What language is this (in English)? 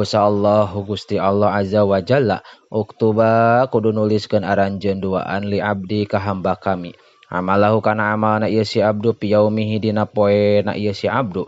Sundanese